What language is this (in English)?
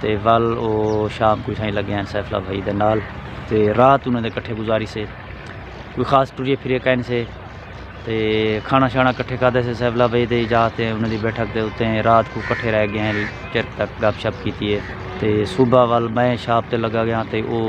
Saraiki